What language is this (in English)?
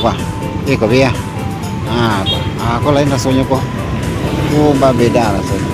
Minangkabau